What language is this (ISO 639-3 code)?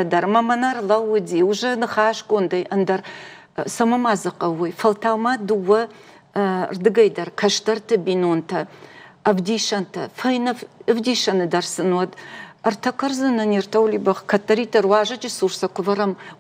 oss